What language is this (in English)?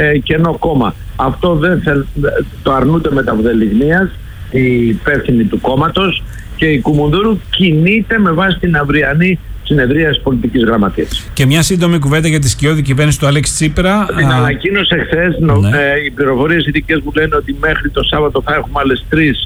Greek